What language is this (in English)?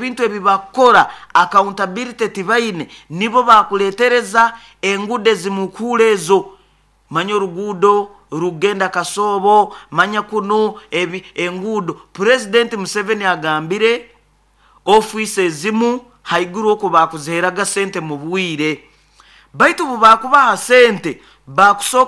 Nyoro